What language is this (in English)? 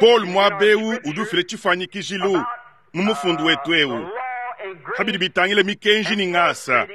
Luba-Lulua